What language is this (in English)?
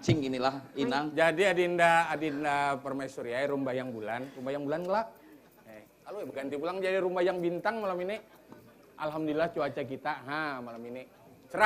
Banjar